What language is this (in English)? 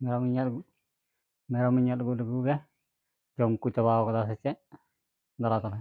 Santali